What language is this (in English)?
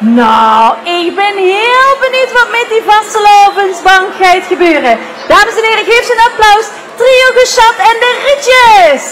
Limburgish